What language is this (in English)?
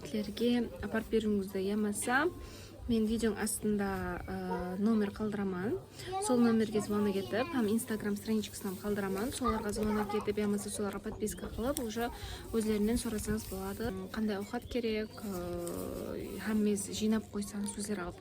Kara-Kalpak